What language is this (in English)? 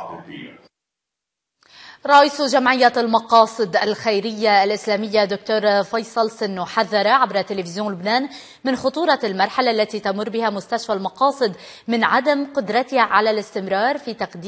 Arabic